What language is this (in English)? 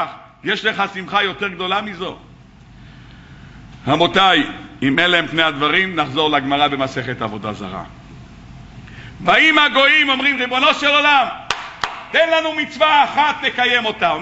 Hebrew